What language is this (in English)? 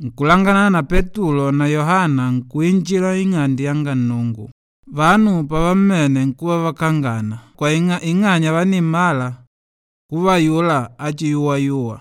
Makonde